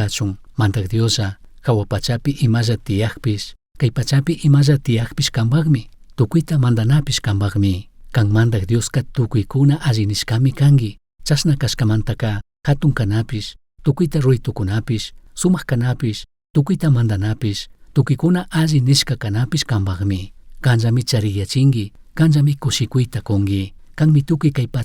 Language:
Chimborazo Highland Quichua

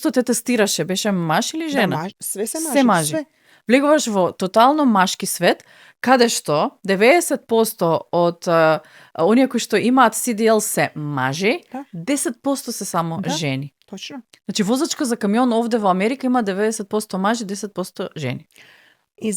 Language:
Macedonian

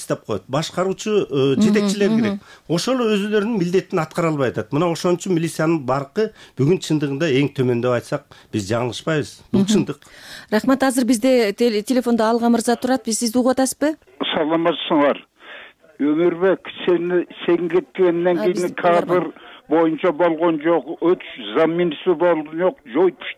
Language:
Kyrgyz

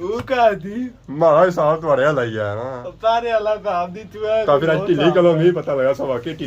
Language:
Pahari-Potwari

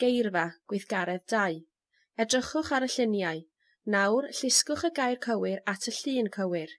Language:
Welsh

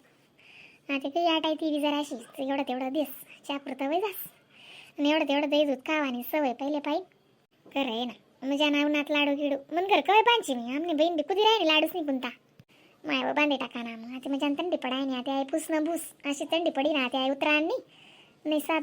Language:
Khandesi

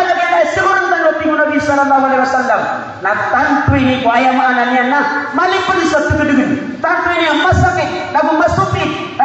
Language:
Maranao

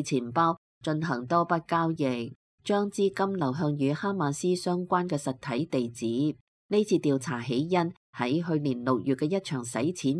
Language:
Cantonese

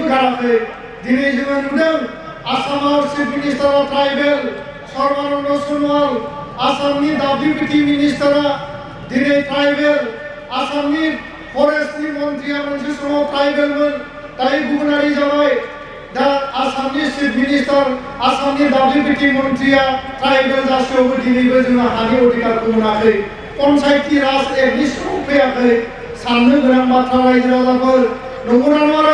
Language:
Bodo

